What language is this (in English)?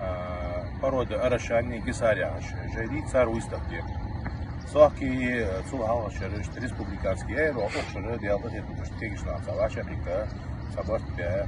Ingush